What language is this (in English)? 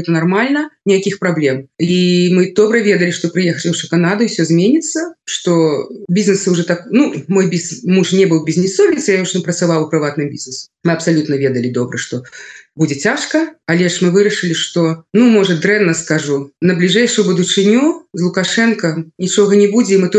Belarusian